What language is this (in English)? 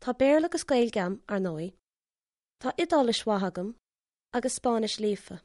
Irish